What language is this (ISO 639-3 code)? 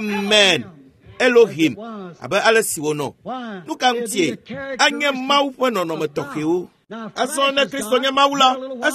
ewe